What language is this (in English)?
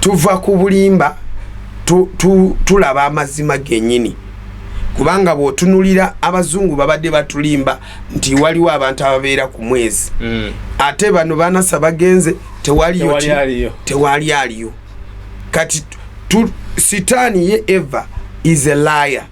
Ganda